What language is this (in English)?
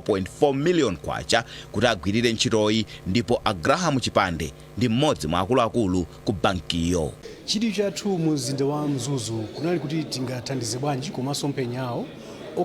Nyanja